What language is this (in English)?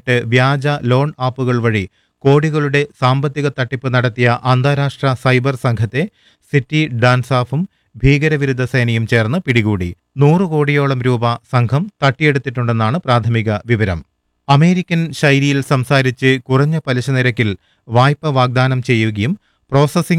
Malayalam